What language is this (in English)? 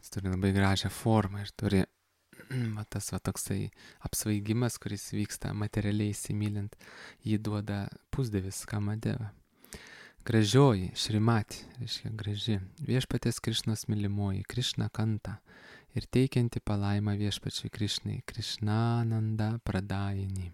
Lithuanian